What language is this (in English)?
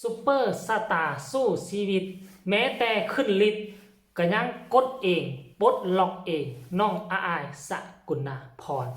Lao